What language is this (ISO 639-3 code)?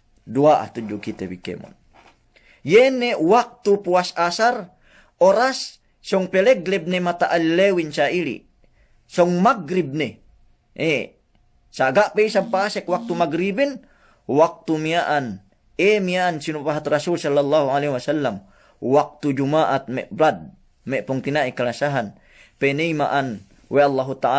yka